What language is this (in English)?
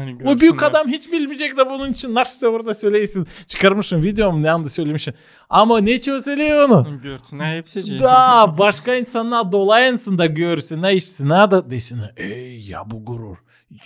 Gagauz